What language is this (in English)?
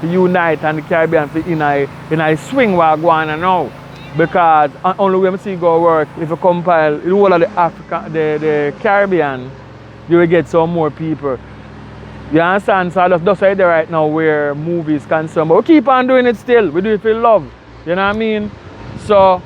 Jamaican Creole English